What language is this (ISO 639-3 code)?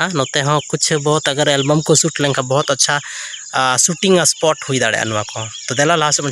sat